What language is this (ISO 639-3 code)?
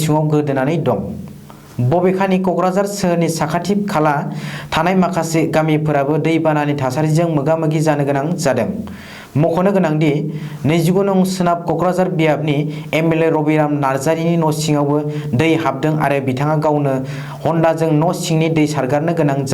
brx